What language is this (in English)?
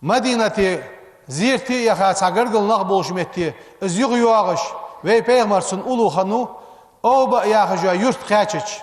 Ingush